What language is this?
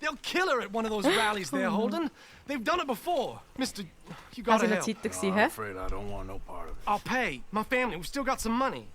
Swiss German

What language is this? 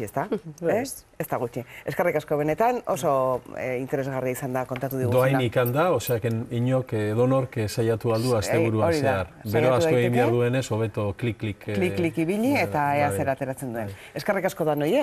Basque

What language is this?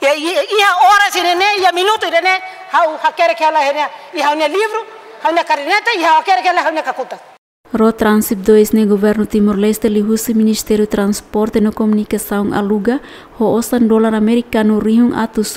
Tetum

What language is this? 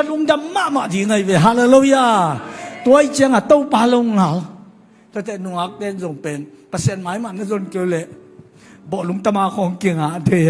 Tedim Chin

